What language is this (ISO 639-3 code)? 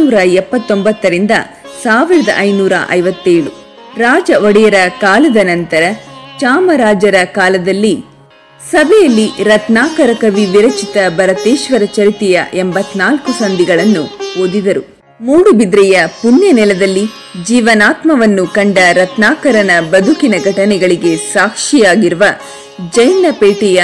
kan